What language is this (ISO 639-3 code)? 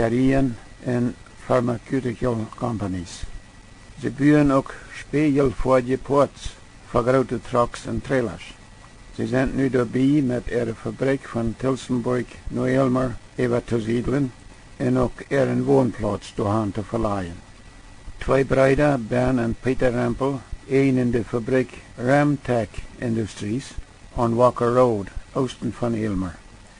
pdt